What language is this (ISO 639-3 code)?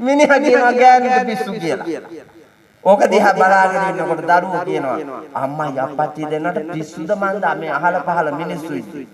sin